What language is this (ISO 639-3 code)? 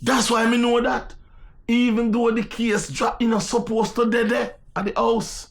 jam